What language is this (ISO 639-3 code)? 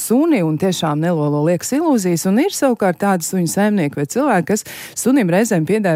lav